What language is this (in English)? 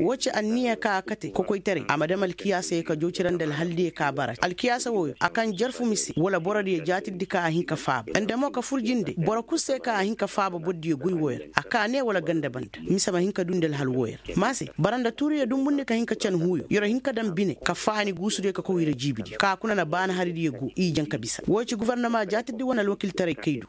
Koyraboro Senni